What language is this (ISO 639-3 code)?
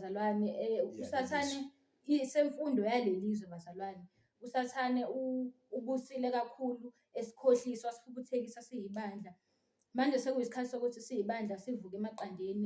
zul